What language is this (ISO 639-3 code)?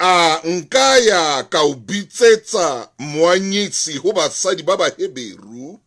sot